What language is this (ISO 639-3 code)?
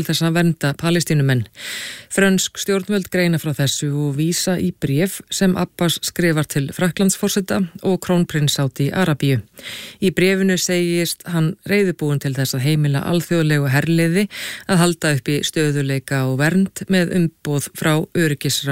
isl